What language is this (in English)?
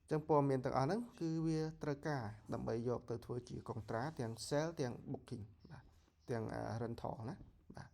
Khmer